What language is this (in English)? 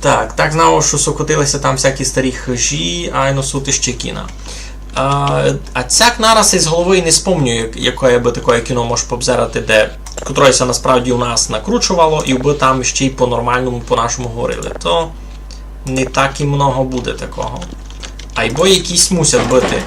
Rusyn